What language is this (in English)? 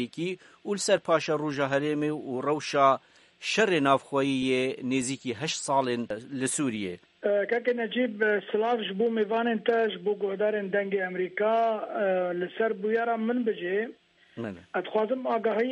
Kurdish